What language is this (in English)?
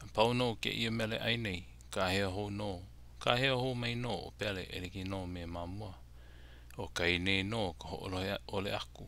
Hawaiian